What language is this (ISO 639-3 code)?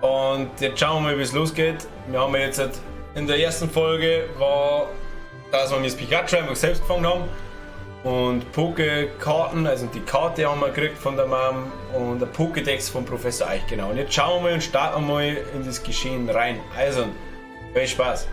bar